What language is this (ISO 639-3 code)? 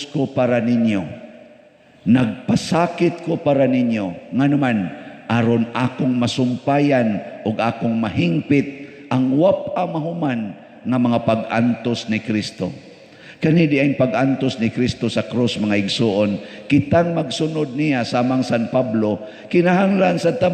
ceb